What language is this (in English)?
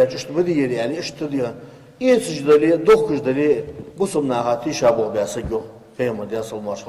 Ingush